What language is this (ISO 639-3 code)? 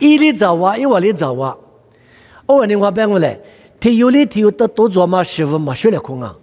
lis